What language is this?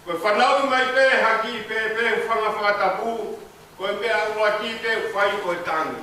Tongan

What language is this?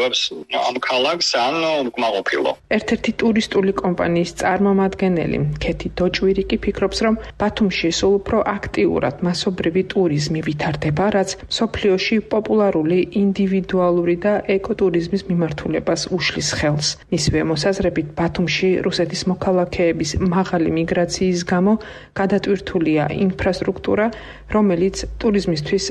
Georgian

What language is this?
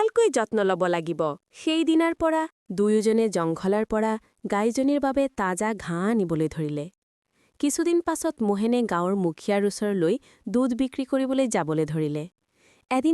Assamese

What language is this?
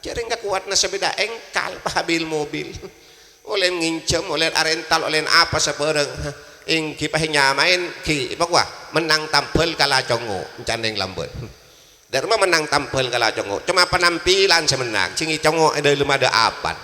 Madurese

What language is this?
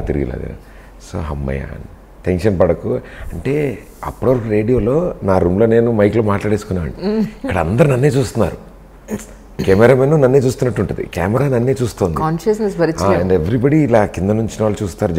Telugu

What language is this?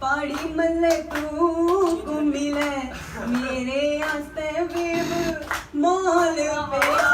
Dogri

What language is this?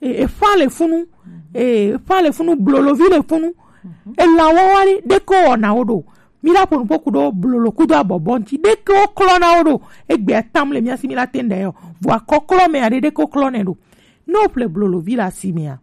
Gen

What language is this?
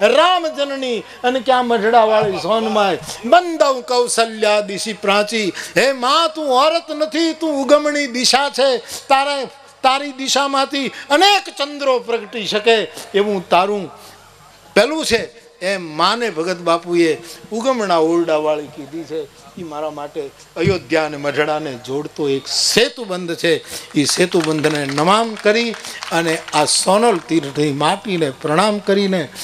Gujarati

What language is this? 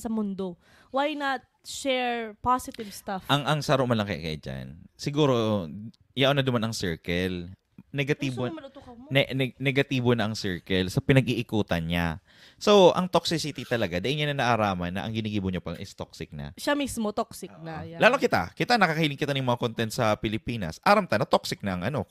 Bikol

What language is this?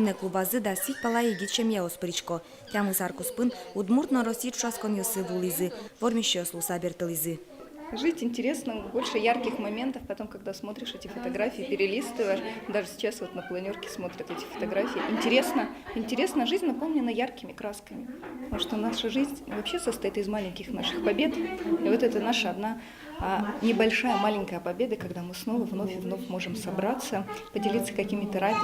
Udmurt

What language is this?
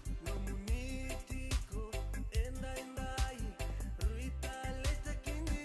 Fijian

